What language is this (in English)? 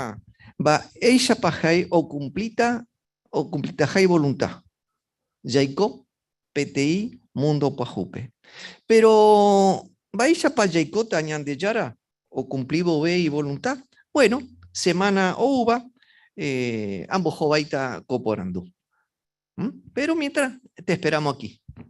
Guarani